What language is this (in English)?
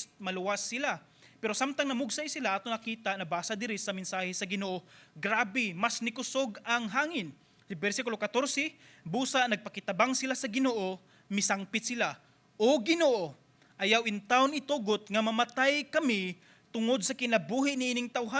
Cebuano